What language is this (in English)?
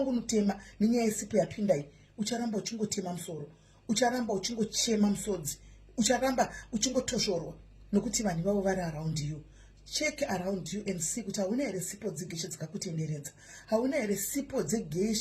Shona